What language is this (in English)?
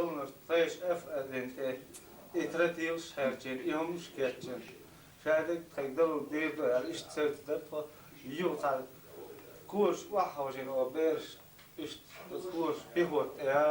Chechen